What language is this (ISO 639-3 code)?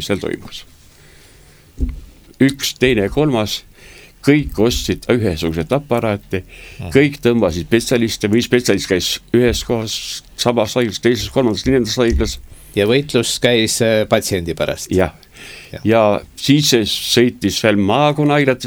est